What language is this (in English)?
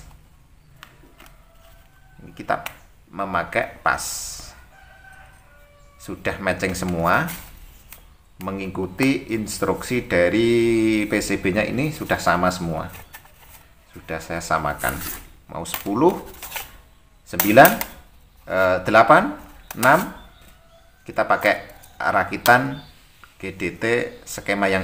Indonesian